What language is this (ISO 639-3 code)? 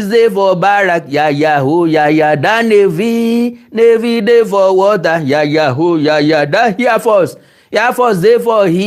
yor